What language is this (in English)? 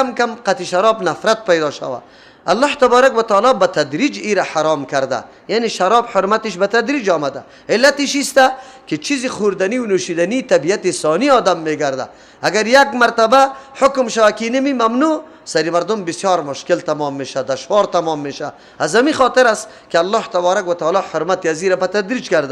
Persian